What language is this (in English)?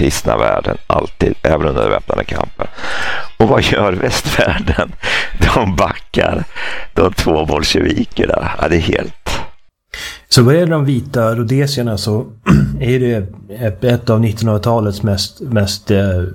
Swedish